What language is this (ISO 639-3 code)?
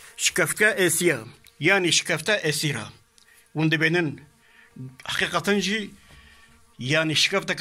kur